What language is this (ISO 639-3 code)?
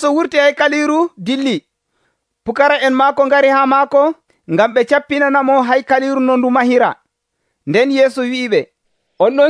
fuv